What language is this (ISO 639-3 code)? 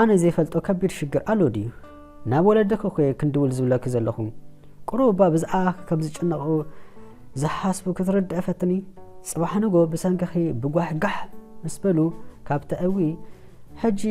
tir